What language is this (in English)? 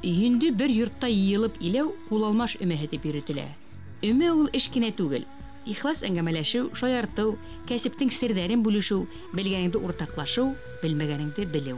Bashkir